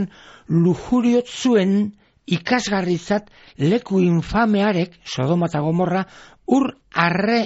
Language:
Basque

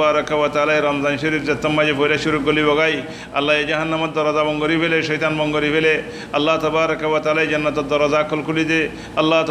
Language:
Rohingya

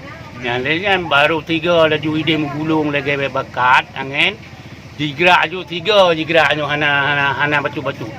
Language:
Achinese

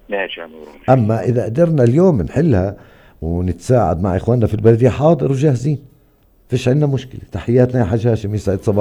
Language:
North Levantine Arabic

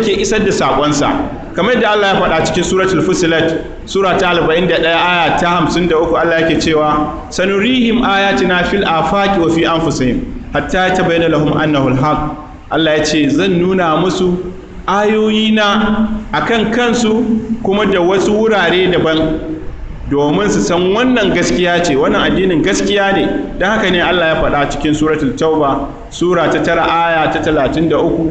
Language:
Hausa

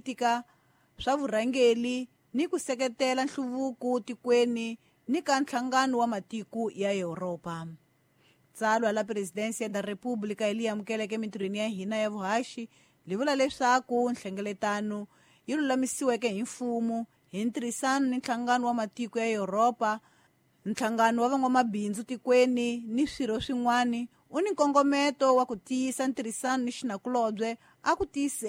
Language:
Tsonga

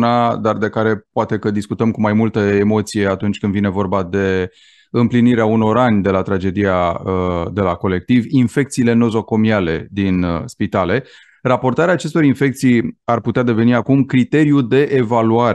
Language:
Romanian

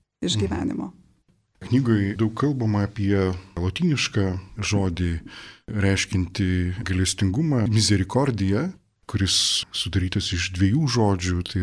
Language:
Lithuanian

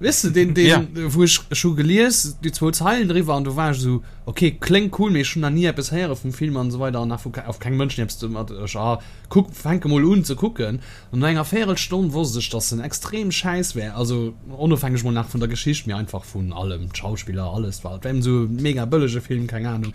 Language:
Luxembourgish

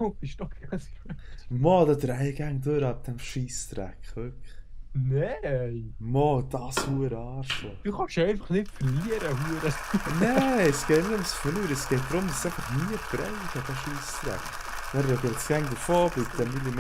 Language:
Swiss German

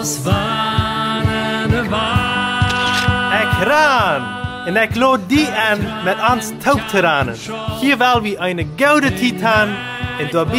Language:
Plautdietsch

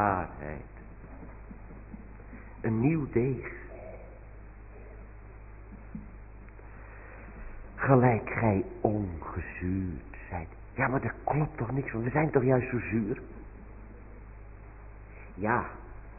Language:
Dutch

